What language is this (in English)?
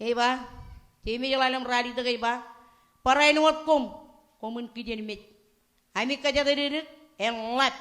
Marshallese